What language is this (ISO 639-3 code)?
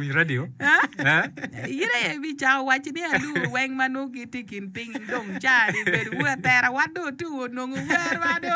ach